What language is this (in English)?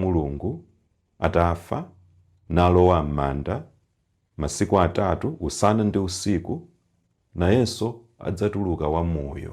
Nyanja